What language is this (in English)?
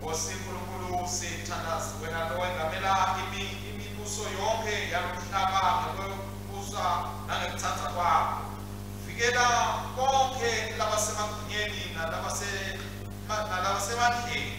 Swati